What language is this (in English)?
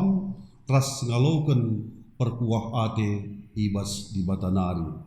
Batak Karo